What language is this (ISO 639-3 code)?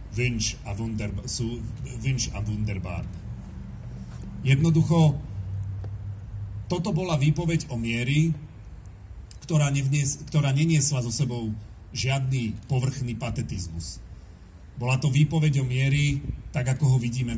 slk